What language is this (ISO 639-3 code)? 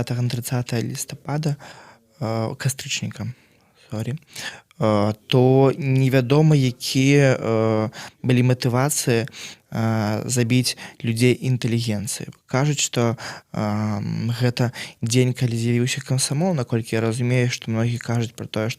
bel